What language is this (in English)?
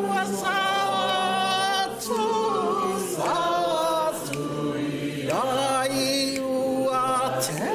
Samoan